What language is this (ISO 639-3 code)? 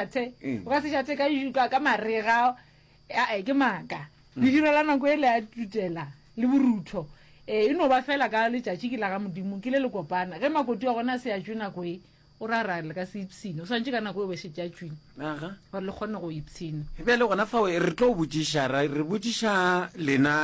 nso